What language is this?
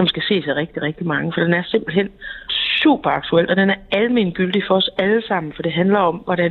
Danish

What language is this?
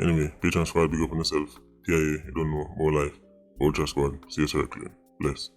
Jamaican Creole English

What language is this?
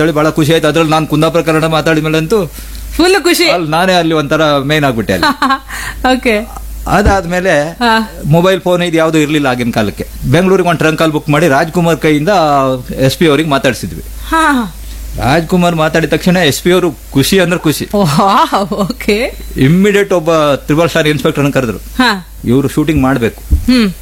Kannada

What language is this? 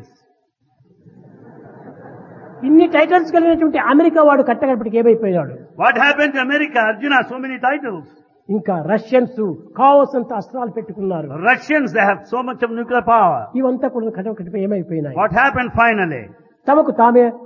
Telugu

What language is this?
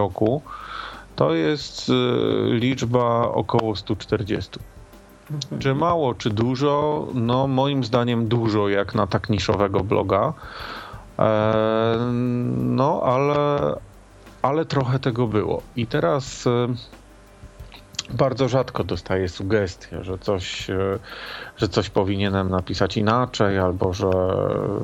Polish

